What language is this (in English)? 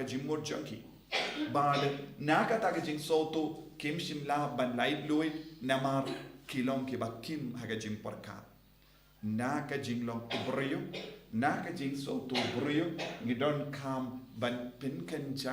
Khasi